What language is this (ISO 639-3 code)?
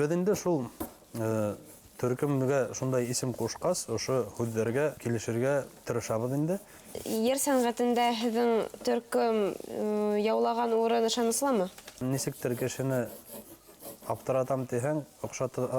bak